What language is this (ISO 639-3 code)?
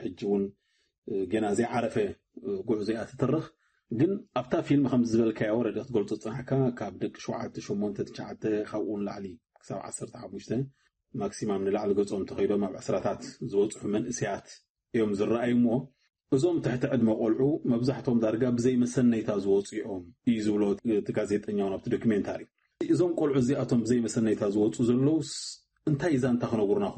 tir